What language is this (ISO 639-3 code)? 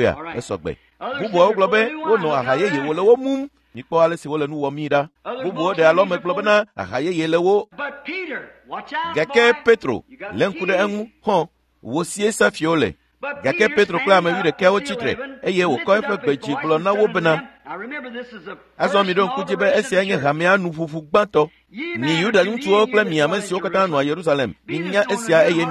ewe